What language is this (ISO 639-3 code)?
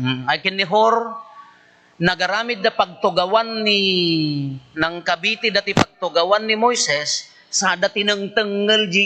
ilo